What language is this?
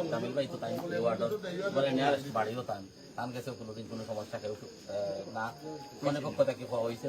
Sylheti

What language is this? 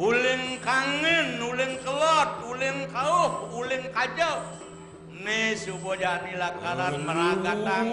Balinese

